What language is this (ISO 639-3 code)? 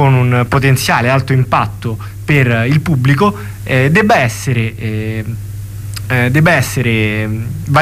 ita